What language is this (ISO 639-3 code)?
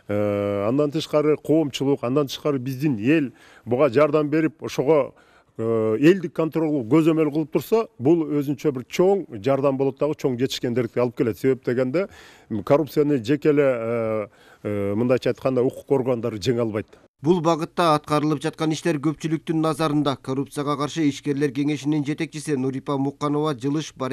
kir